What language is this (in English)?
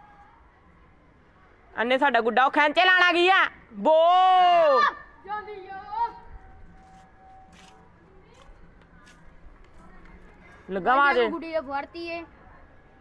Punjabi